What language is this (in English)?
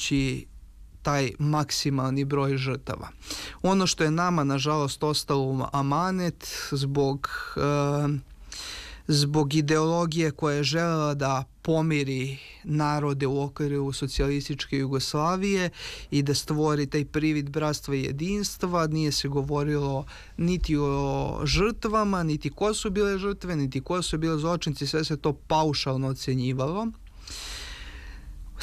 Serbian